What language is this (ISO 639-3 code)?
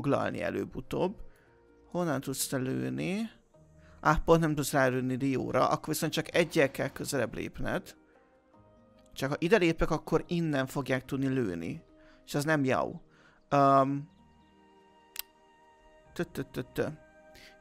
hun